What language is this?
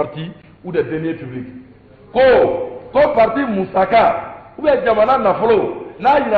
Bambara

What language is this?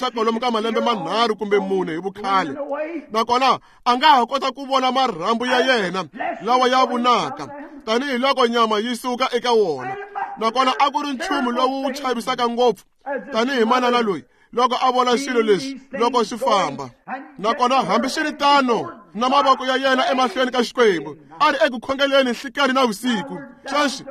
Tsonga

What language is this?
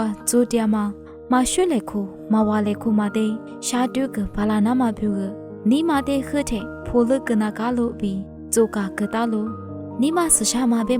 Lisu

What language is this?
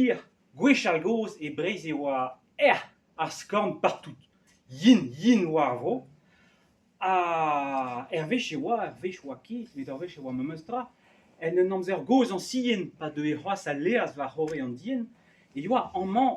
Breton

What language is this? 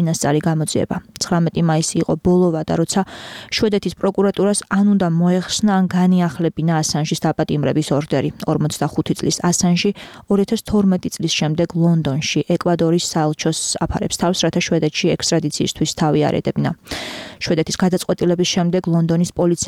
Georgian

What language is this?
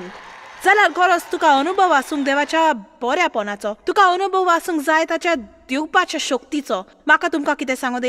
Konkani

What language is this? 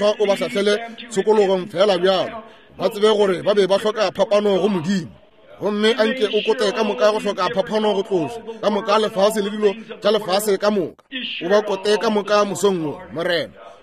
Northern Sotho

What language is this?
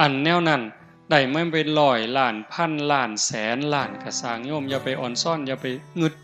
Northeastern Thai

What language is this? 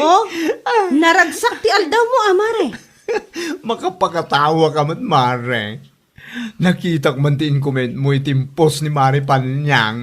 Iloko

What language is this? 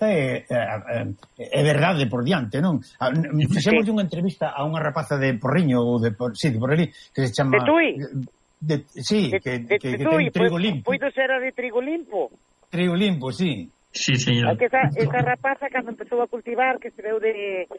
Galician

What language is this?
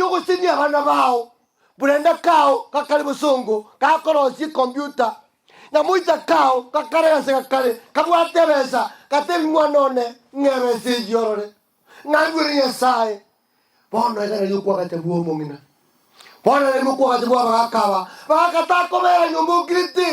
Gusii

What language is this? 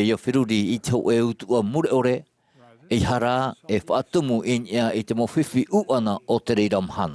Tahitian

